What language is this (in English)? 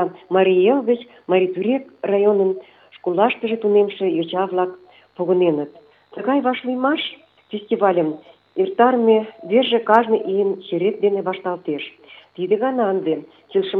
Mari